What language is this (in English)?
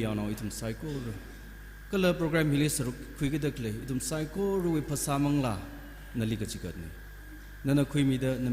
Tangkhul Naga (India)